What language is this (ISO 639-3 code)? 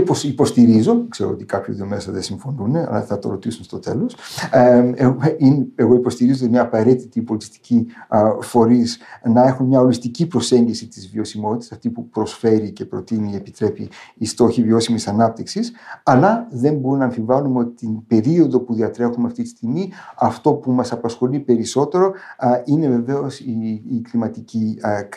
ell